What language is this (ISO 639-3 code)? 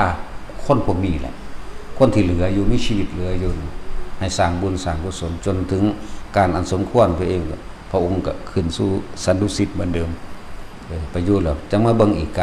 lao